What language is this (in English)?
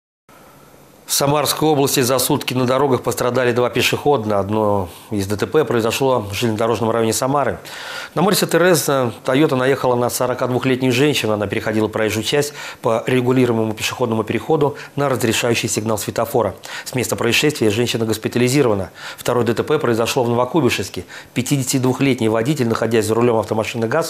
Russian